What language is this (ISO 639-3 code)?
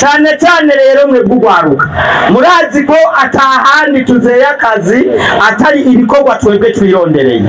run